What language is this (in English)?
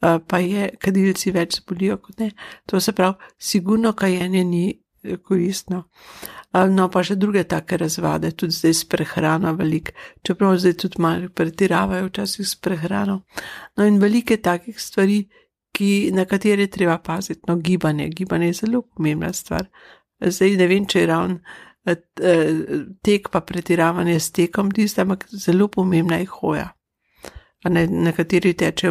Slovenian